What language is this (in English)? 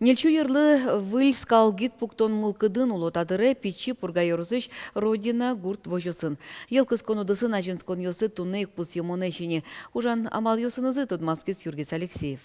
Udmurt